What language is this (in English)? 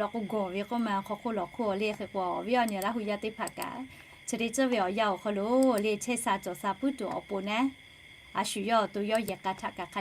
Lahu